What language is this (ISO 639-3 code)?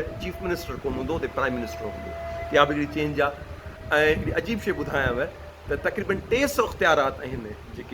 snd